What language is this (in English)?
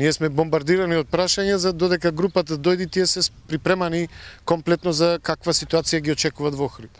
Macedonian